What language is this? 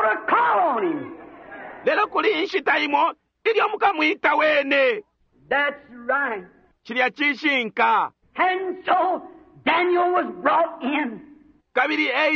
Bemba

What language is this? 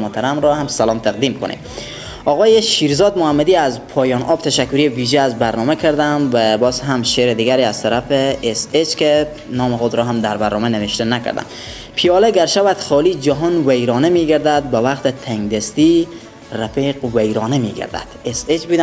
Persian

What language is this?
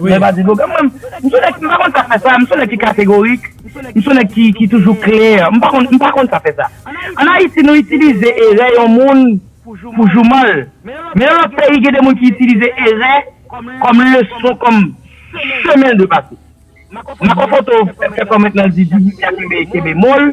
Haitian Creole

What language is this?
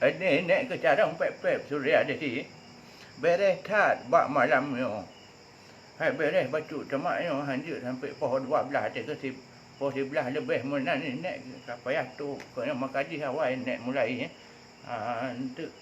Achinese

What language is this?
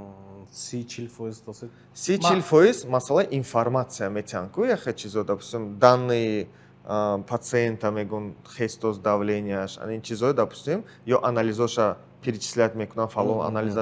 Tajik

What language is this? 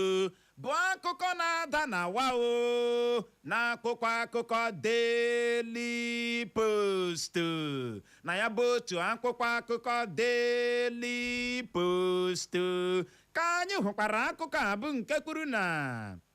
Igbo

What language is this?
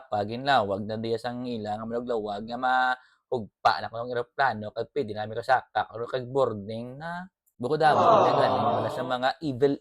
Hiligaynon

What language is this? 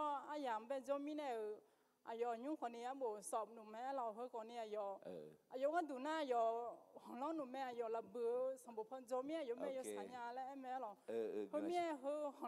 Akha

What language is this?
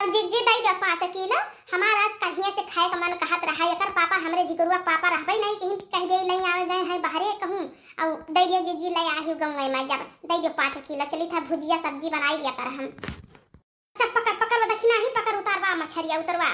Awadhi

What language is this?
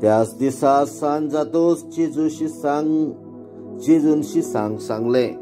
Konkani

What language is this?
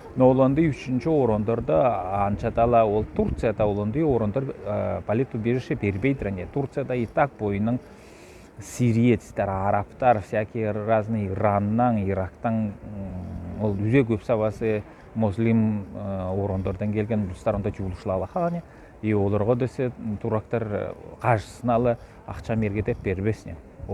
Southern Altai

